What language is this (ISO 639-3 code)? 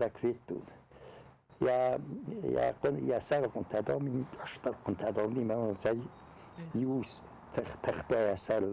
oss